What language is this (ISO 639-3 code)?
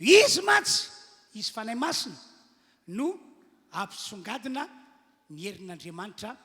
mlg